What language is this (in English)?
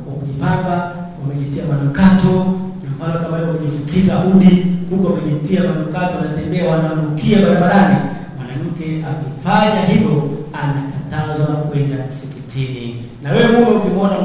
Swahili